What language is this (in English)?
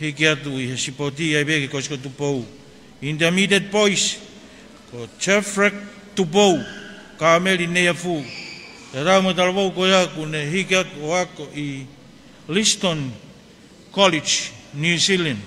Tongan